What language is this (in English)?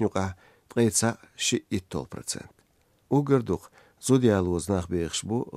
Chechen